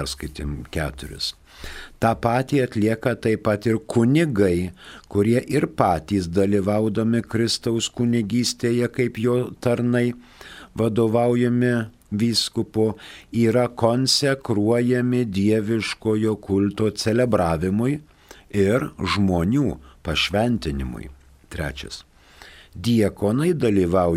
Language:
Lithuanian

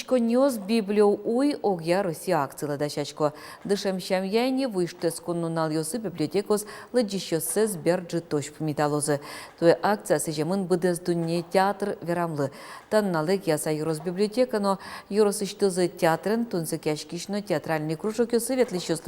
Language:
Udmurt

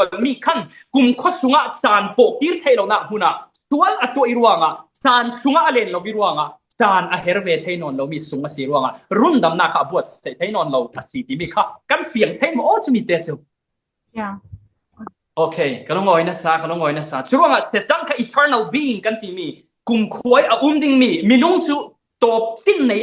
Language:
Falam Chin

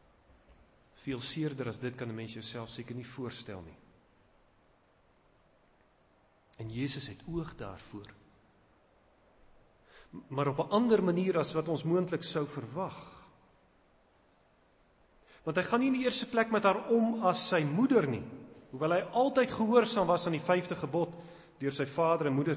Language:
Afrikaans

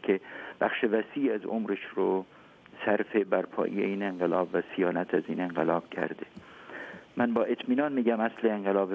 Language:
Persian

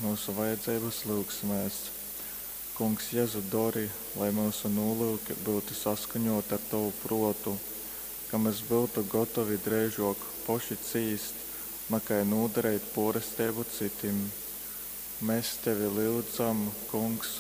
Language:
Latgalian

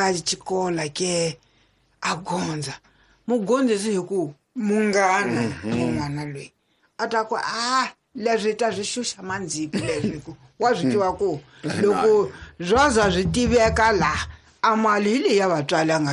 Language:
Tsonga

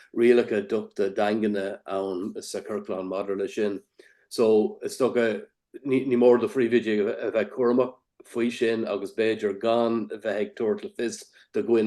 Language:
Irish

